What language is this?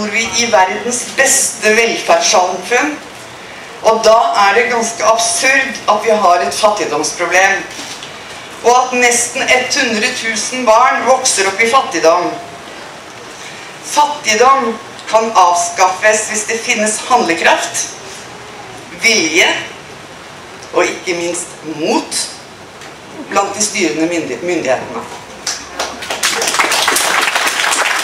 Norwegian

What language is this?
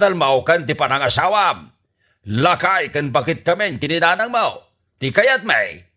Iloko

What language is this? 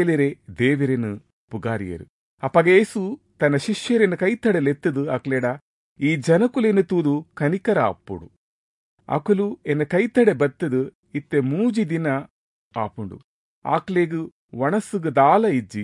Tulu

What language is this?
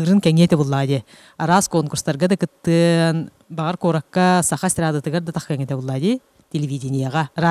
Yakut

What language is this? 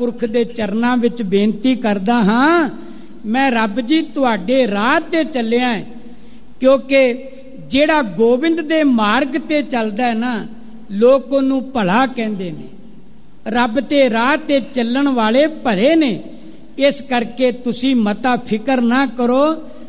Punjabi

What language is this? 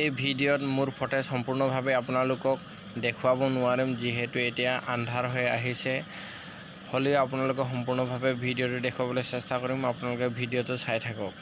Assamese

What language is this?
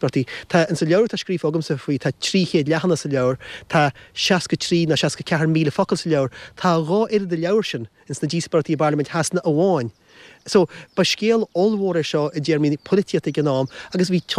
Irish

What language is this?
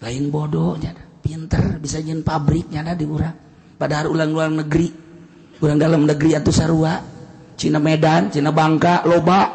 Sundanese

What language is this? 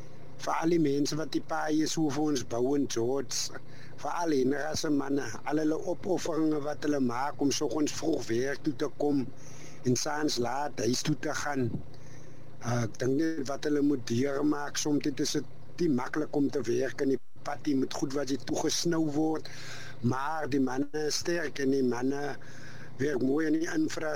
Afrikaans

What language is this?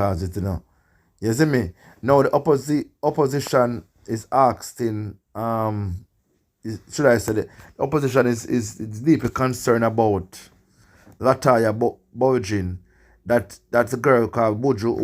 Jamaican Creole English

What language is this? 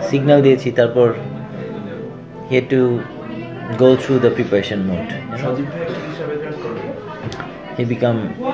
Bangla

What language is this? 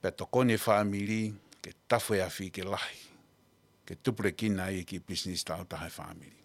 Tongan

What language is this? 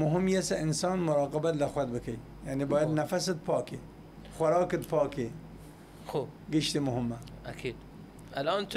Southern Kurdish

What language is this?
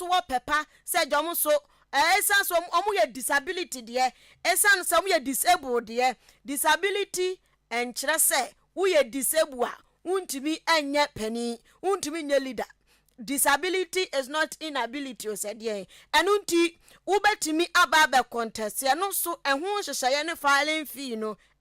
Akan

